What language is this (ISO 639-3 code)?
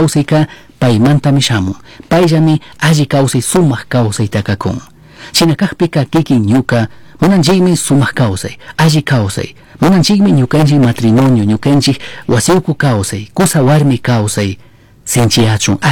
qug